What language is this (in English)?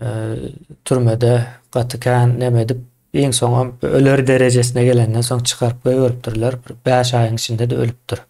Turkmen